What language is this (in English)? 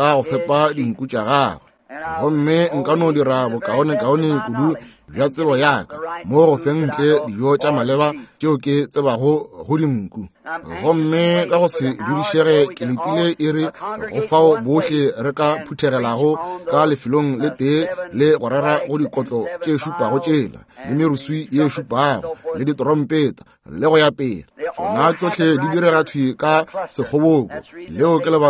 Northern Sotho